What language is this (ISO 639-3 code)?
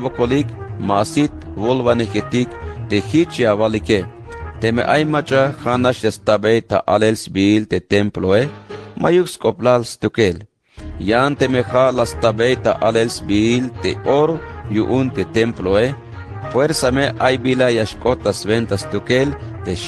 tzh